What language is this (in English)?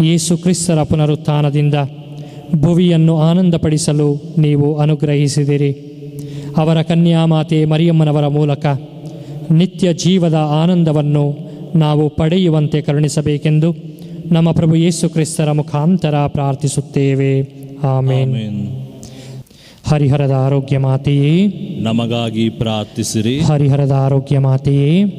Kannada